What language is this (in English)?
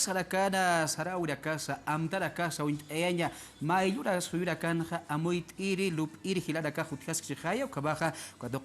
Aymara